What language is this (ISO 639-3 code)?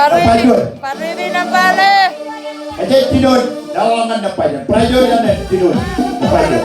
mah